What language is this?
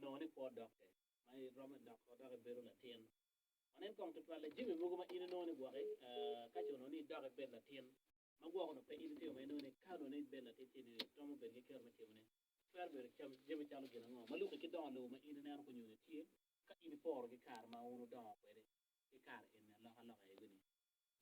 Acoli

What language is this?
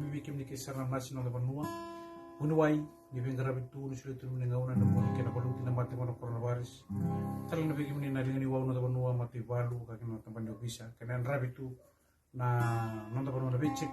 Fijian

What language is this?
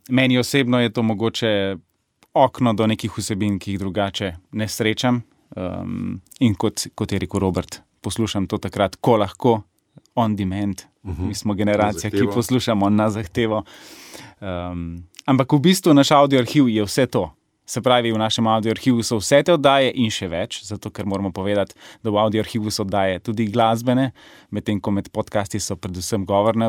Slovenian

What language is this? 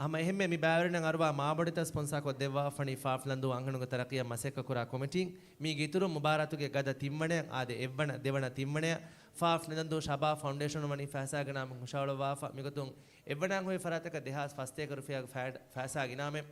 Divehi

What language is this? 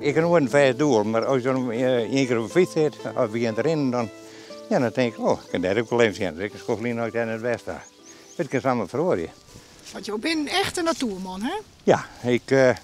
Western Frisian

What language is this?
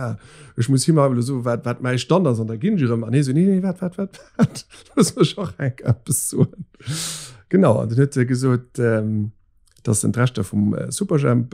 Luxembourgish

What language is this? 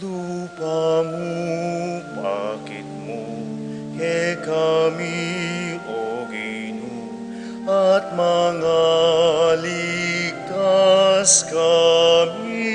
Pampanga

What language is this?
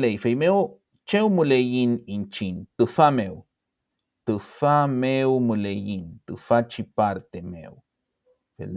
Mapuche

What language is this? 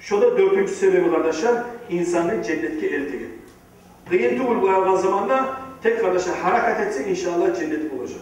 Kumyk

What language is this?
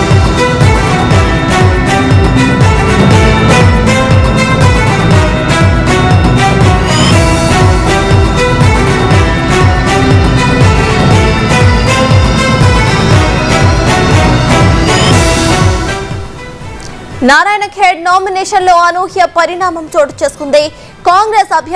Telugu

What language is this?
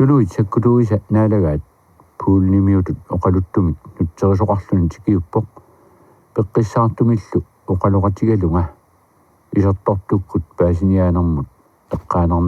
Kalaallisut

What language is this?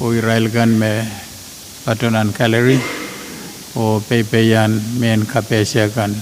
Pohnpeian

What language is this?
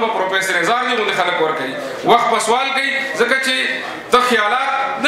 Pashto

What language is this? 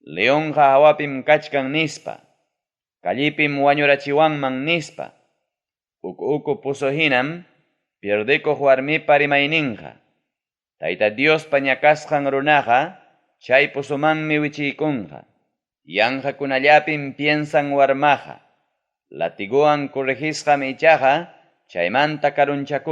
Ayacucho Quechua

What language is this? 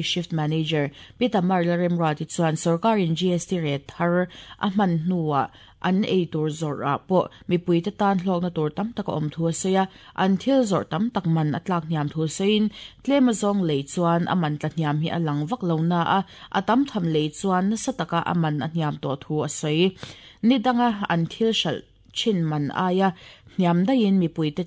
Mizo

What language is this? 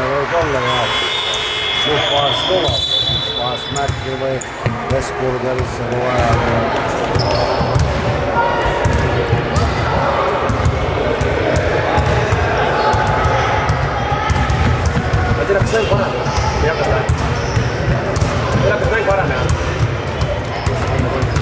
Estonian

